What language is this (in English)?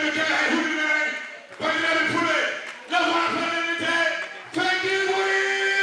Fula